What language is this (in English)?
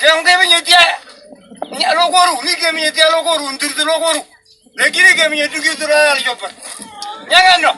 Moro